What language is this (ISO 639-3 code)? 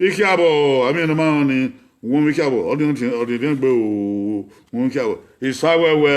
bin